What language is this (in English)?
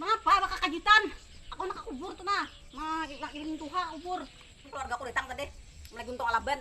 Banjar